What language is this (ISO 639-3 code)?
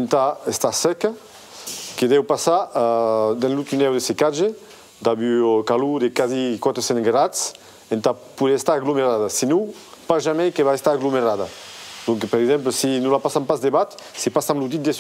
oci